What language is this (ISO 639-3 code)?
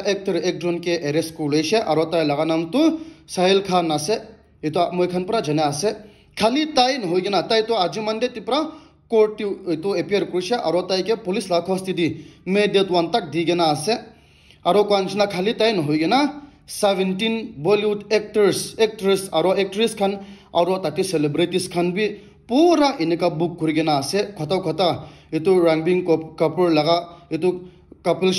nag